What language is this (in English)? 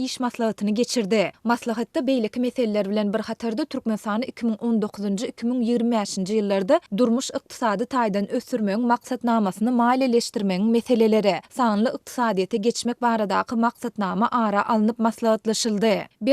Turkmen